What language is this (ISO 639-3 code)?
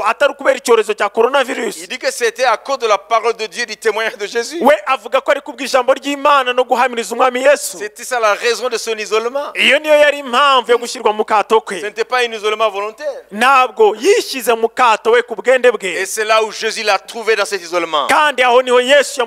kin